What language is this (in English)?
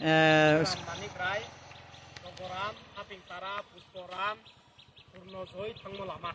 Riang (India)